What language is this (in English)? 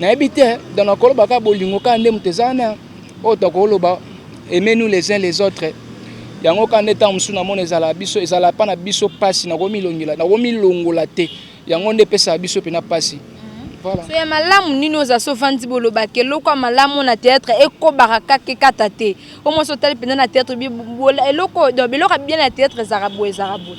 Lingala